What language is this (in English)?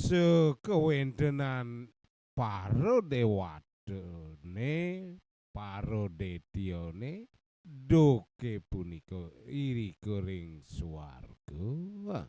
Balinese